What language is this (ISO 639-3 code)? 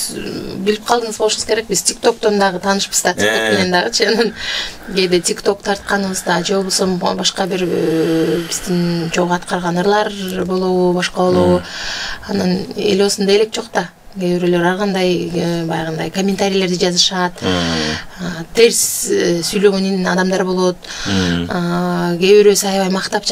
kir